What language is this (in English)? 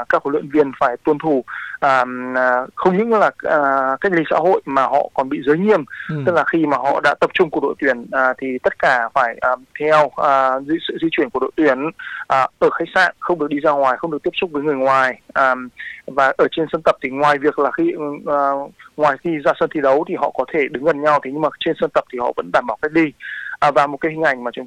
Vietnamese